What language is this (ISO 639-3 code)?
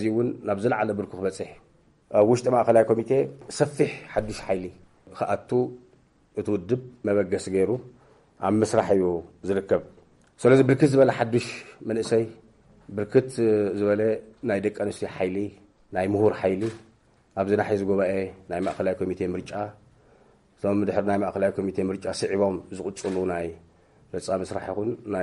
tir